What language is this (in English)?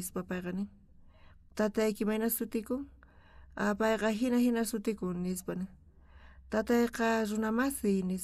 South Bolivian Quechua